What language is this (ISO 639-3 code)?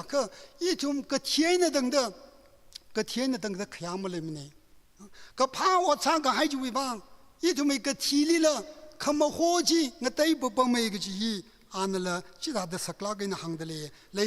nmf